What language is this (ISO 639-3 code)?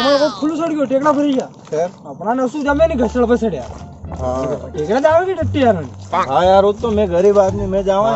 raj